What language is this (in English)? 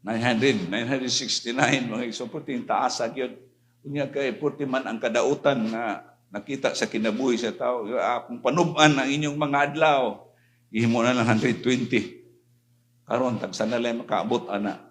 Cebuano